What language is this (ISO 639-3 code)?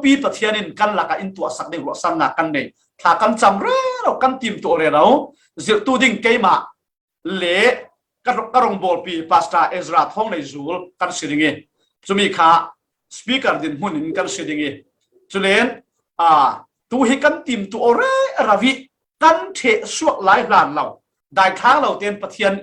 cfm